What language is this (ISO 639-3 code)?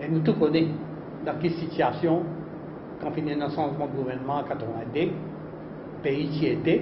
mfe